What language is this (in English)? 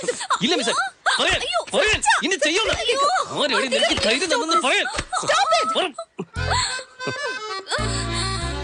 Malayalam